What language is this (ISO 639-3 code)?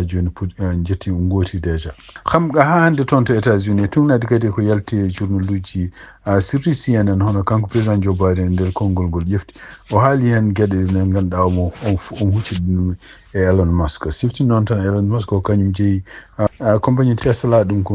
ful